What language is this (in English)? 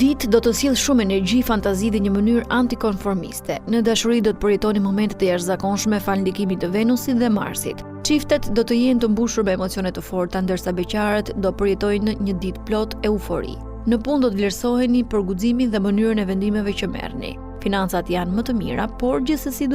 Albanian